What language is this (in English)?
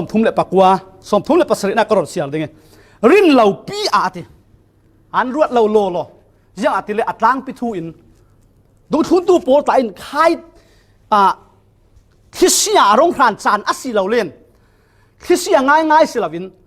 Falam Chin